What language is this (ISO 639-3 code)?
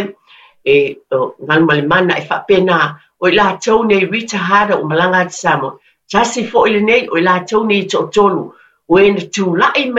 smo